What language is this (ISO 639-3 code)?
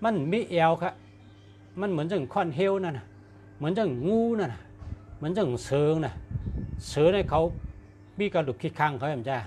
shn